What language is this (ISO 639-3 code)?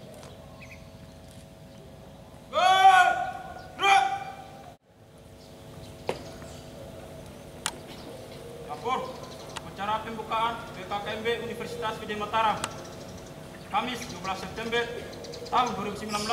ind